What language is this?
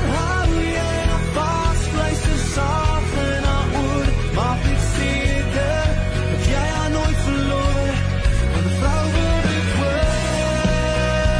Afrikaans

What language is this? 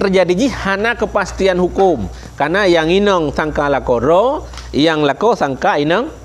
Achinese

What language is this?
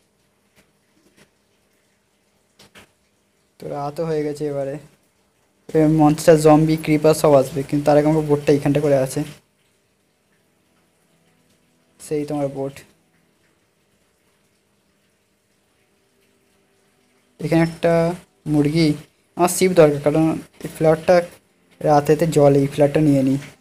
Bangla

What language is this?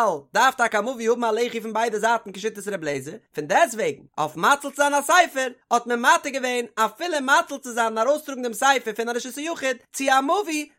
Yiddish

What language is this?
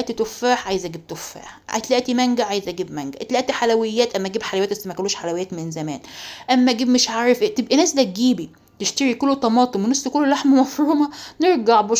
Egyptian Arabic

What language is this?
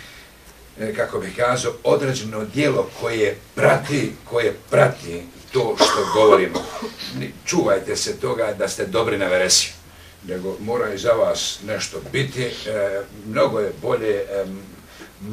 Bosnian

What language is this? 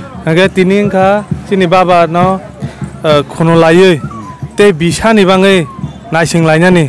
Kok Borok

